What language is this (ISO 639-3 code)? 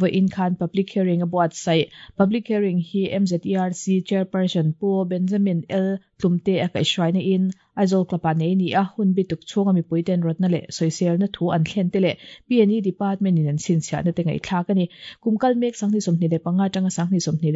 lus